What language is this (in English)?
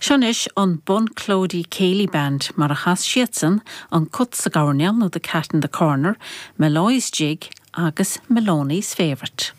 Irish